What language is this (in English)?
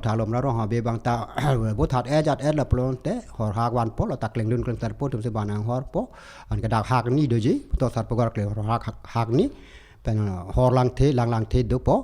Karbi